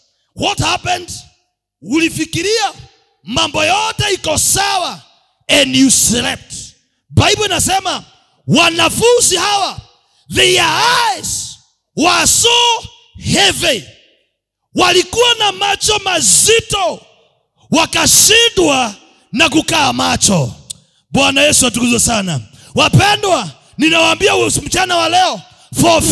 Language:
Swahili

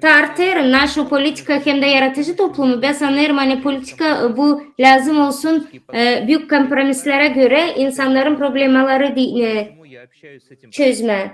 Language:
Gagauz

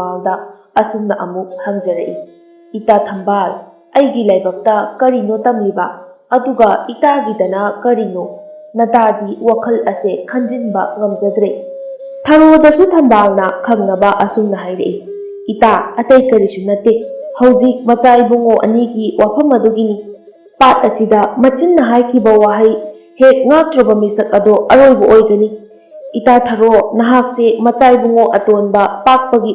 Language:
Manipuri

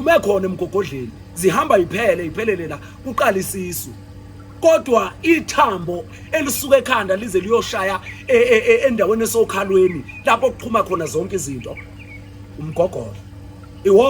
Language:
Zulu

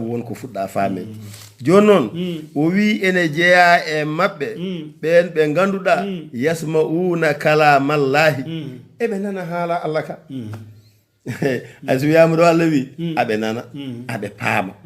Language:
Fula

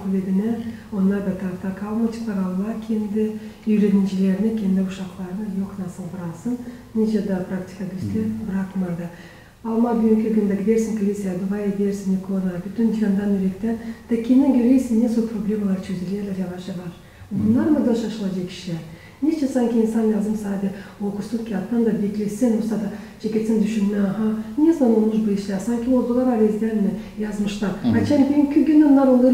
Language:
Gagauz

